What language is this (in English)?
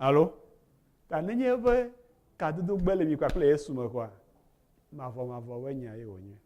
Ewe